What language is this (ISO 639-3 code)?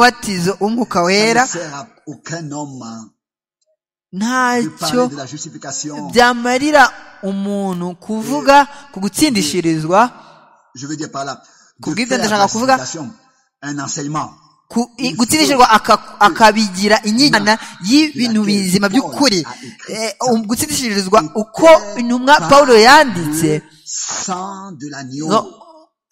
kin